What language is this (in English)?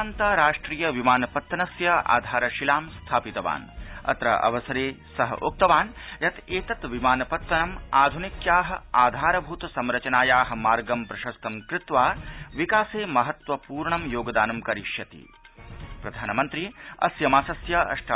Sanskrit